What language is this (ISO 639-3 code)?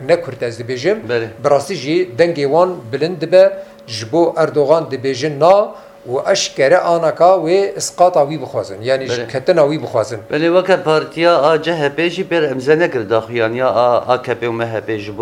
kur